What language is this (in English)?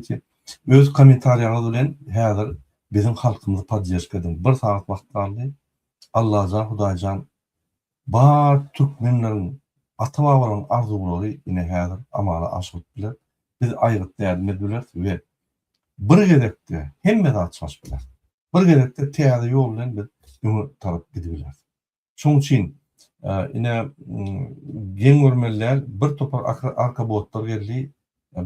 Turkmen